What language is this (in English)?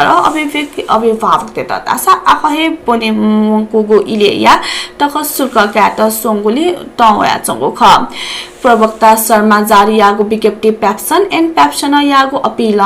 Newari